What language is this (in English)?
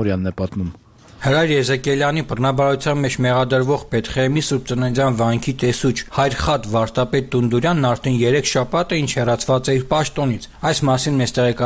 Armenian